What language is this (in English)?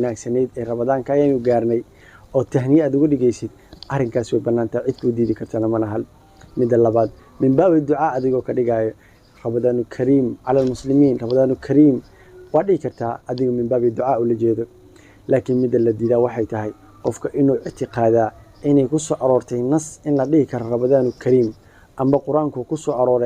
Somali